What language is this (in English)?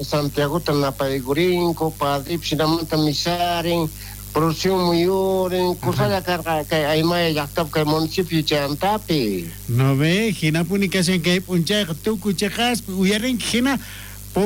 South Bolivian Quechua